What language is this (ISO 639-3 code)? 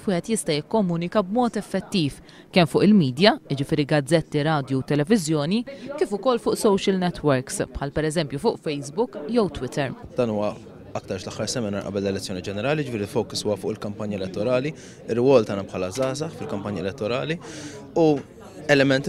mlt